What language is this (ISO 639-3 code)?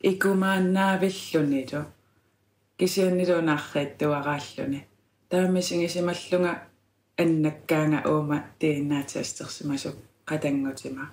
kal